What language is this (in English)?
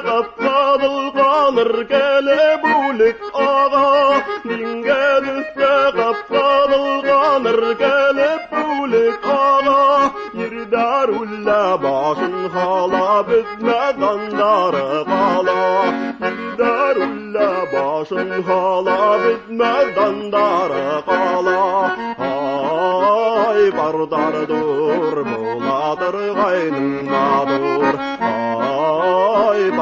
Bashkir